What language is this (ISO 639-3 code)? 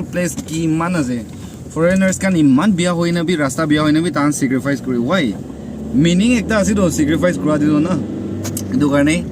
nag